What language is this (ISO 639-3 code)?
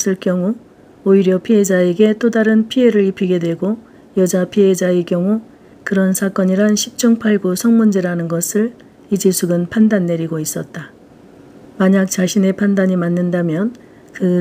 kor